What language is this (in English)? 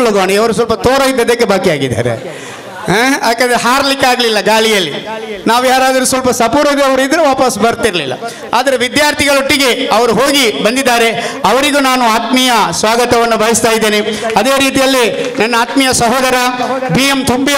Kannada